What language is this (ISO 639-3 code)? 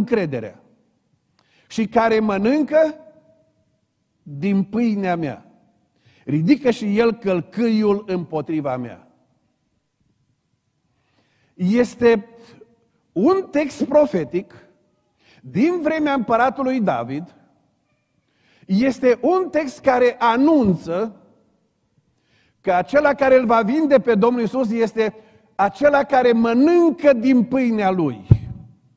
ron